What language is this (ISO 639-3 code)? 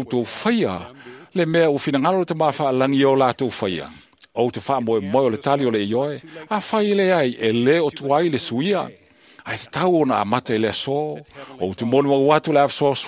smo